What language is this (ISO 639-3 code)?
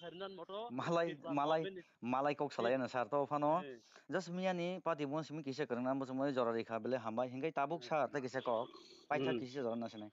trp